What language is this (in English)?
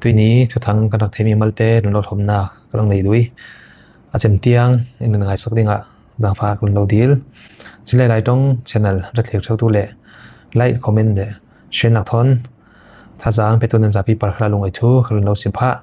Falam Chin